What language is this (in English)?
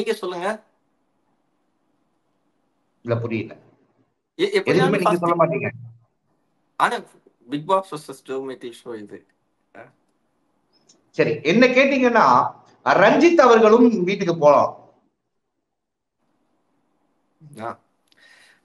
Tamil